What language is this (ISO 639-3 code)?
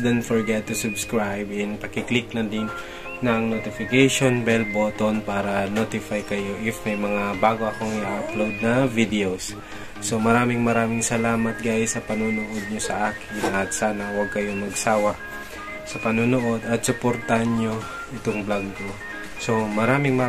fil